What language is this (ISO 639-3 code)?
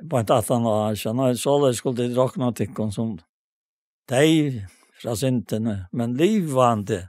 fao